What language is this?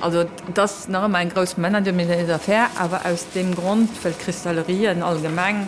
Luxembourgish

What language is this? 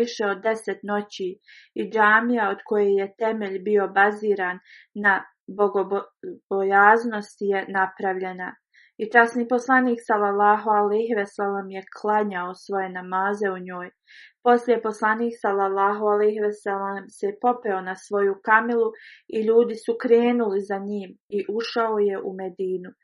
Bosnian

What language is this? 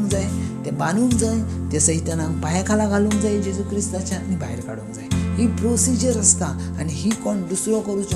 Konkani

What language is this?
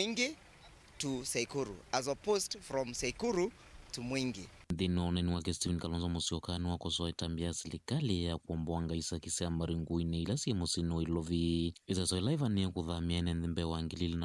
Kamba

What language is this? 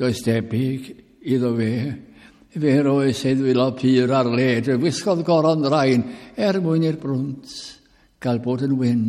Welsh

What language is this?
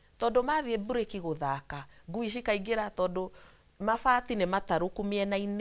Kikuyu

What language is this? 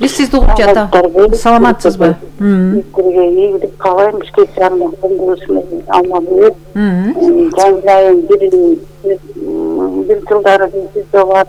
Kyrgyz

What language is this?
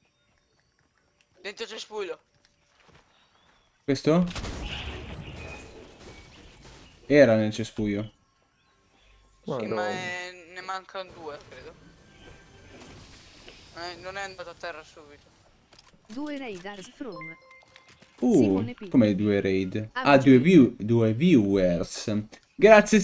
Italian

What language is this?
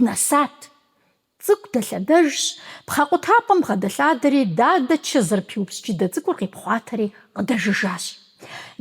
Kabardian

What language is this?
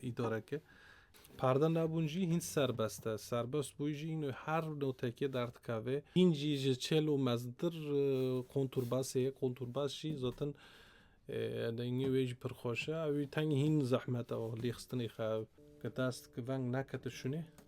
Kurdish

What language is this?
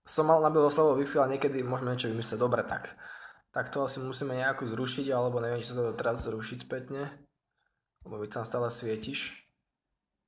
Slovak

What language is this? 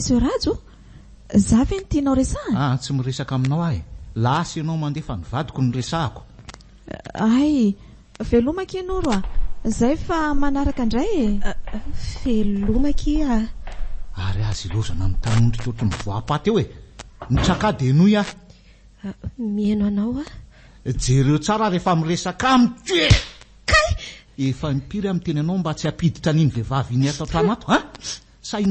Malagasy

